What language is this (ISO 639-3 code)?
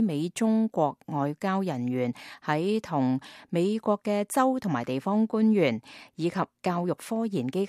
yue